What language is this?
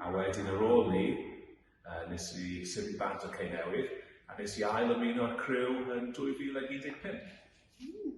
Welsh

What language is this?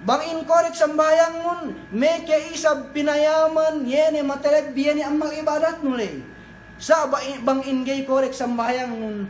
Yakan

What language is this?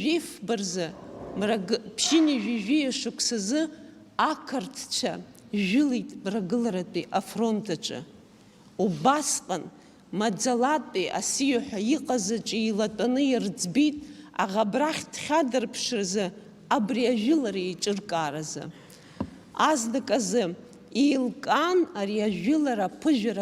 Abkhazian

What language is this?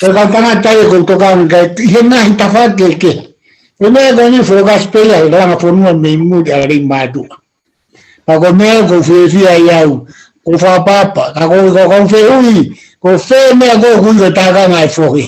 Tongan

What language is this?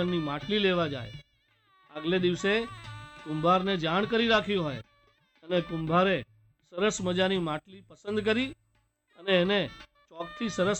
Gujarati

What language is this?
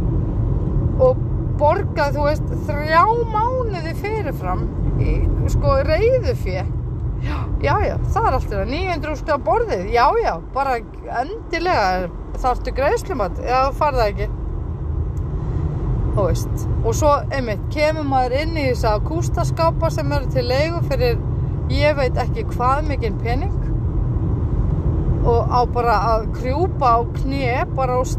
Icelandic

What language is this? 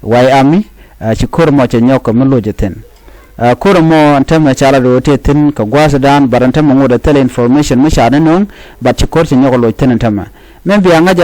Nuer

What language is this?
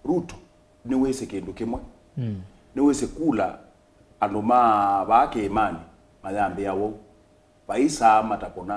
Kamba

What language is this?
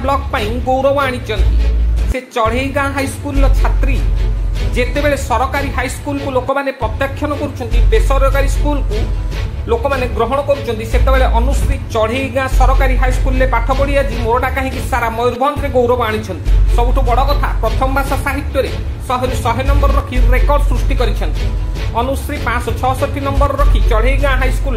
Odia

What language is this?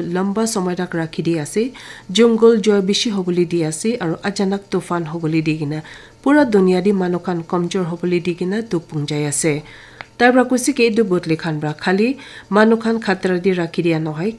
Naga Pidgin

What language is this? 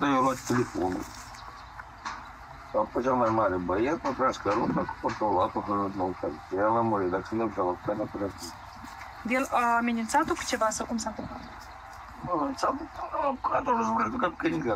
Romanian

